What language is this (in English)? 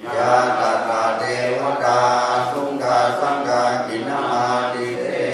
Pali